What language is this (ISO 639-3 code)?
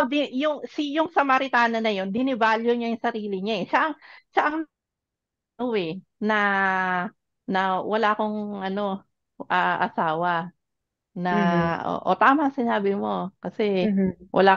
fil